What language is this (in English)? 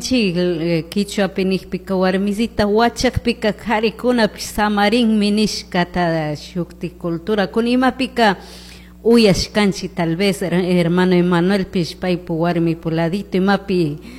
Chimborazo Highland Quichua